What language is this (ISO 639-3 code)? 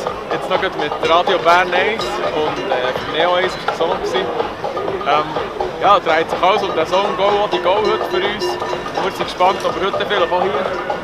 gsw